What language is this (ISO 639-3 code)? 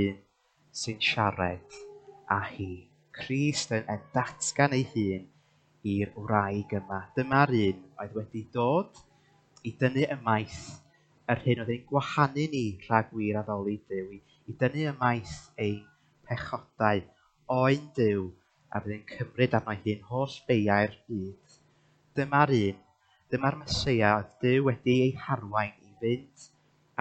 cym